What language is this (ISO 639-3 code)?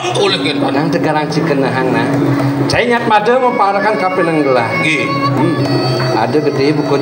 ban